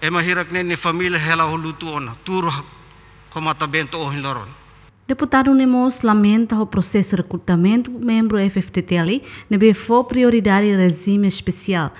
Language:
Tetum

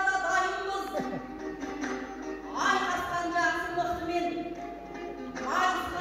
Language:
Kazakh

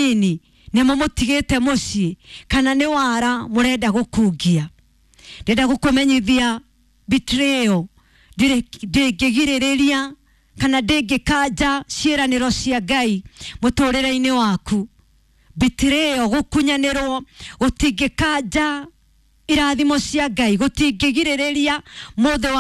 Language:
Kikuyu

